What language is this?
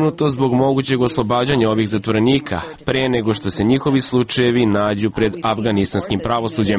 Serbian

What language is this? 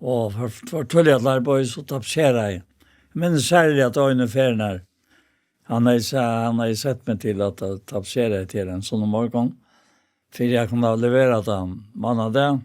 Faroese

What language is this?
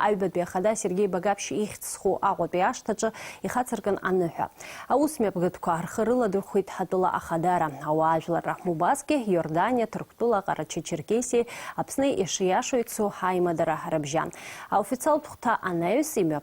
Abkhazian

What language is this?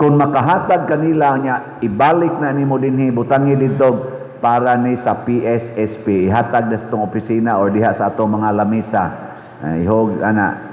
Cebuano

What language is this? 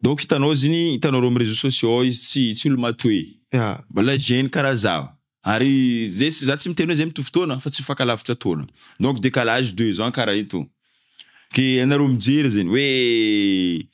Malagasy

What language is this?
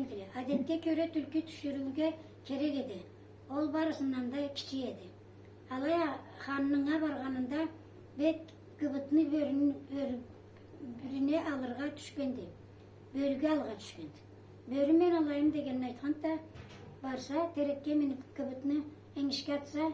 Karachay-Balkar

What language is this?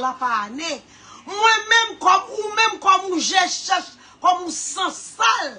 Haitian Creole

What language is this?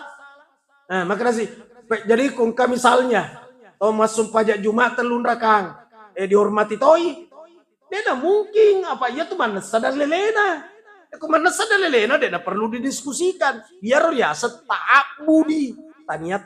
Buginese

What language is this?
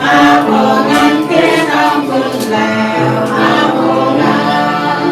Central Mnong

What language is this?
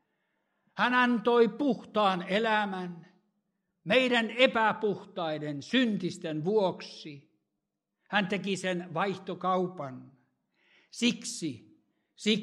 Finnish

